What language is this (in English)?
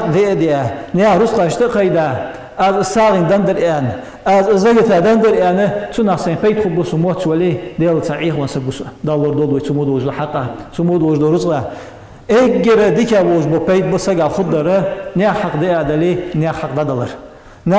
Ingush